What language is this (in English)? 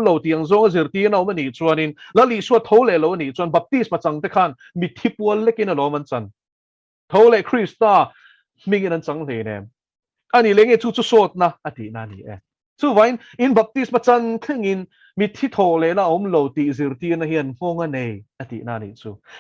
Mizo